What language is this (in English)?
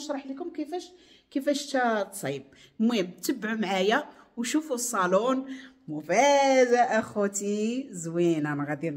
Moroccan Arabic